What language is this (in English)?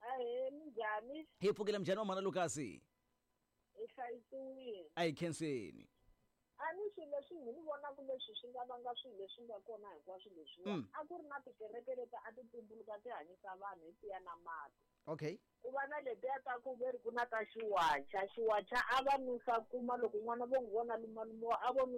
Tsonga